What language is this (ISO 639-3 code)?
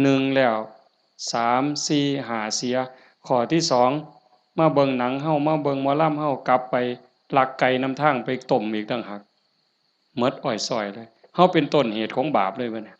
tts